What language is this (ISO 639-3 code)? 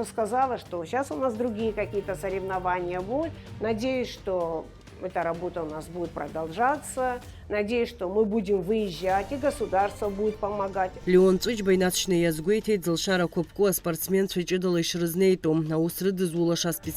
abk